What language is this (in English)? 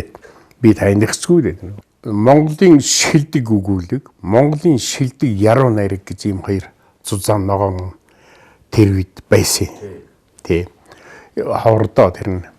Mongolian